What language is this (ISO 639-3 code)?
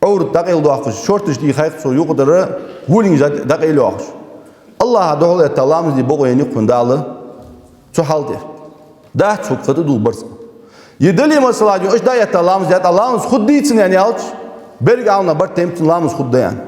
inh